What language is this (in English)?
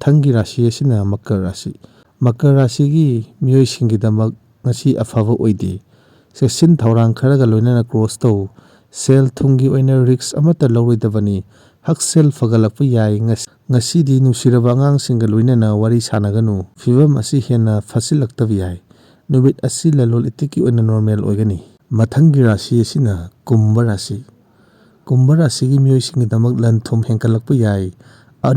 Manipuri